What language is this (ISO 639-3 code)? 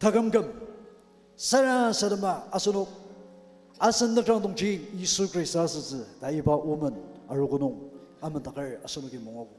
njo